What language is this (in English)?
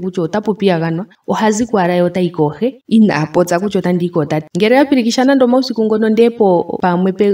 Ndonga